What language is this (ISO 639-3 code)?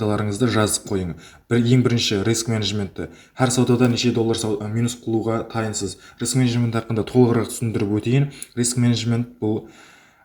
kaa